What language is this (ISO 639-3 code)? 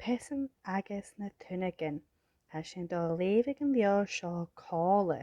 gla